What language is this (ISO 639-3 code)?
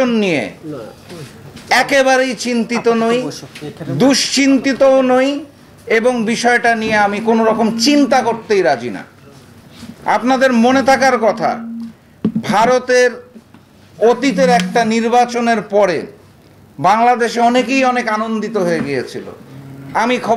ben